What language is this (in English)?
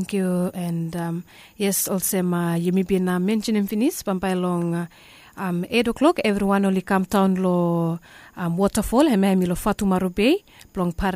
Bislama